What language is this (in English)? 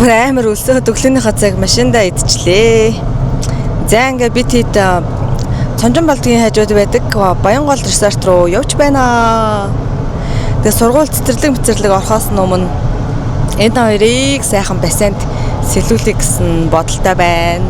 Mongolian